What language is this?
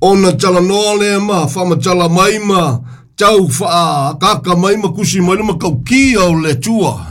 Samoan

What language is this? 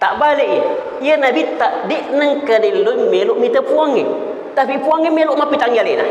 Buginese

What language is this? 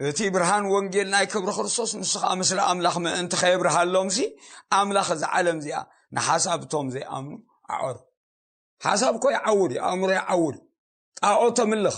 Tigrinya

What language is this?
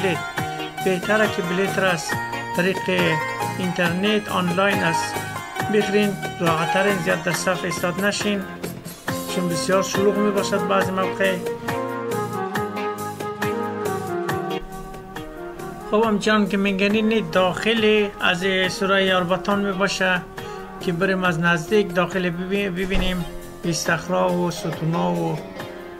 Persian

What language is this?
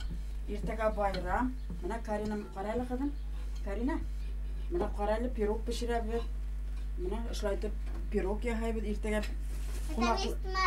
Bashkir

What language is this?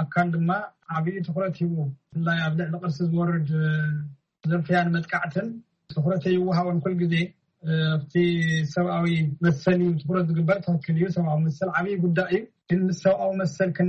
Tigrinya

